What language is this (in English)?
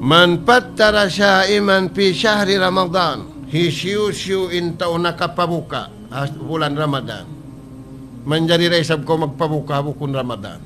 Tausug